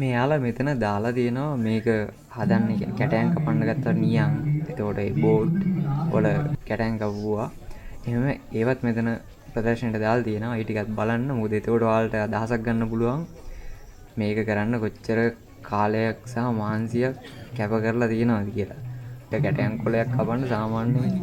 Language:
Sinhala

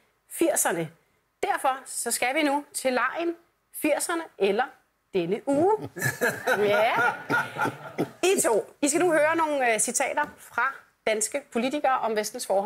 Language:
Danish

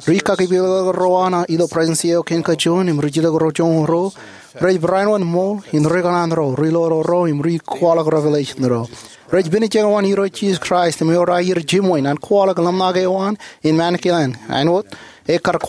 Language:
Marshallese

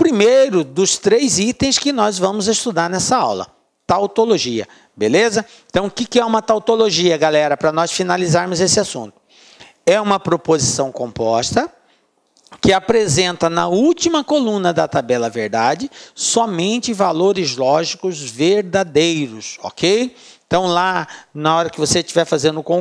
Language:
Portuguese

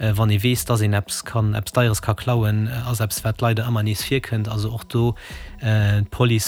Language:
Luxembourgish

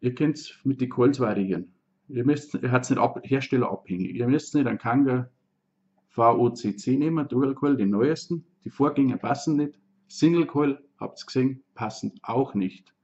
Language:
Bavarian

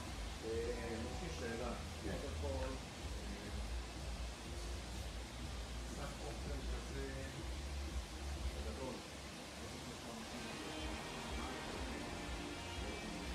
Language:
Hebrew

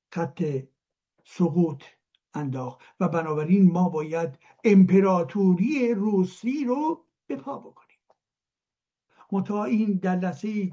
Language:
Persian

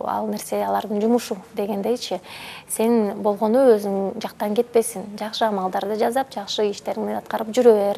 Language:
Kyrgyz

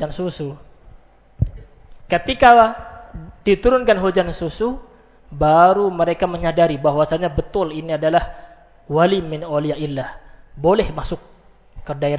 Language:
Indonesian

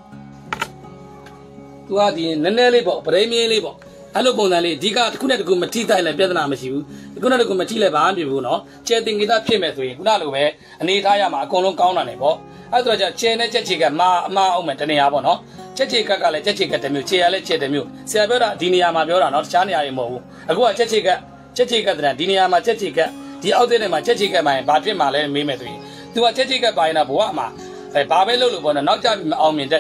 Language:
Burmese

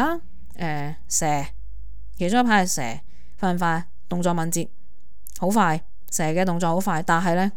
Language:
Cantonese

